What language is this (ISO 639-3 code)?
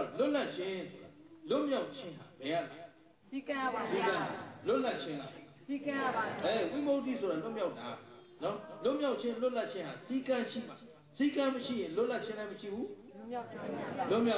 mya